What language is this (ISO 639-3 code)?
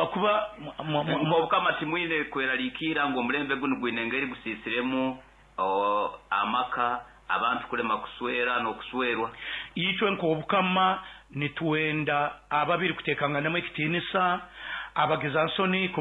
nyo